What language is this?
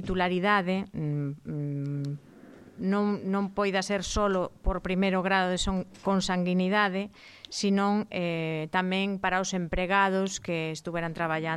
Galician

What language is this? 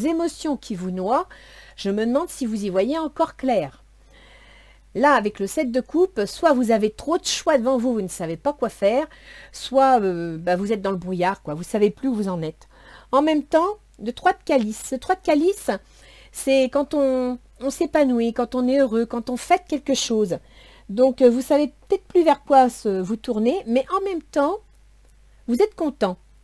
French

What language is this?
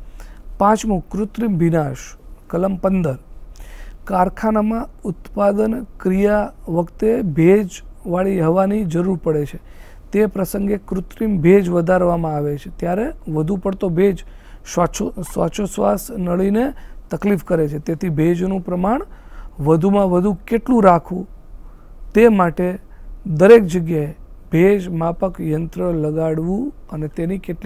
Gujarati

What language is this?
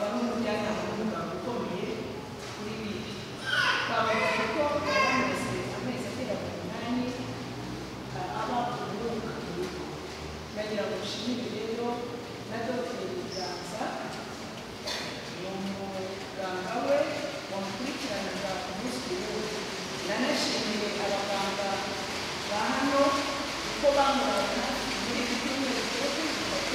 Kinyarwanda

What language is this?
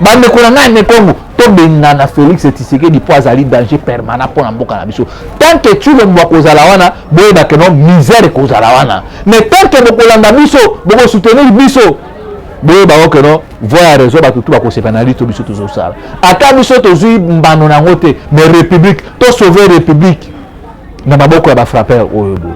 Lingala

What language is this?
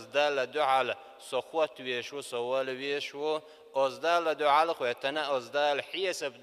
Chechen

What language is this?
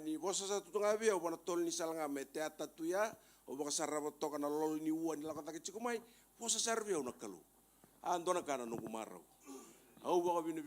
Fijian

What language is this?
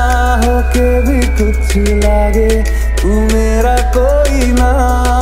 Hindi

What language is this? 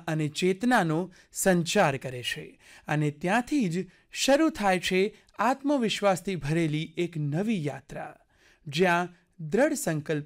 Gujarati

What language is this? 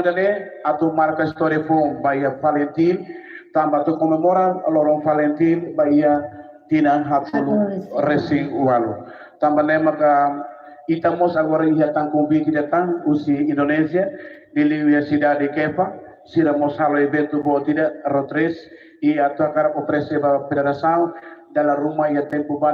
Tetum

